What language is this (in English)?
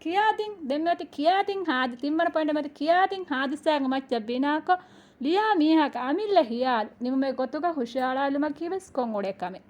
Divehi